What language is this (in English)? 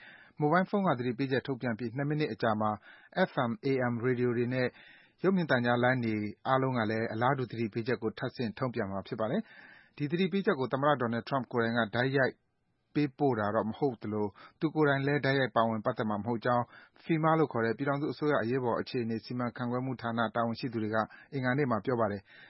Burmese